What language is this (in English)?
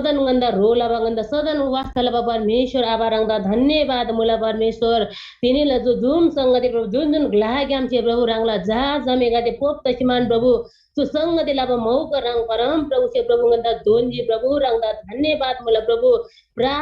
Eastern Tamang